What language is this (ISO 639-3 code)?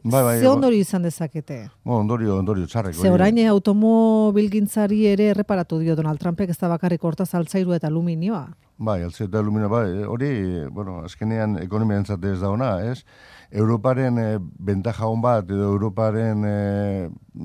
eus